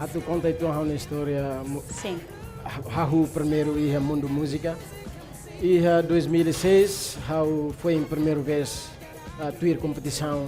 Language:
Tetum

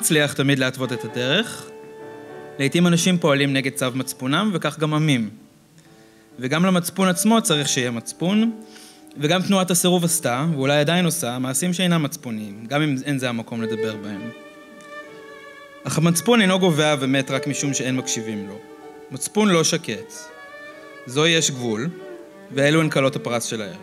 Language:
Hebrew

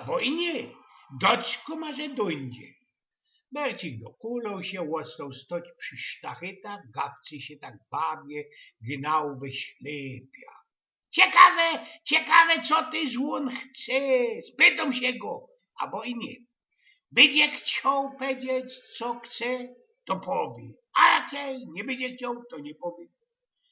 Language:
Silesian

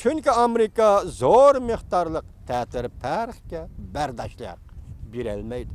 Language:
Uyghur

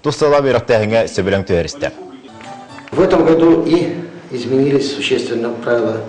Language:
Yakut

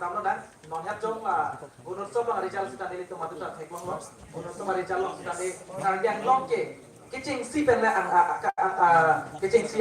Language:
Karbi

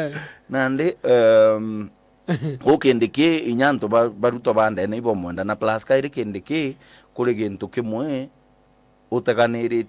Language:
Meru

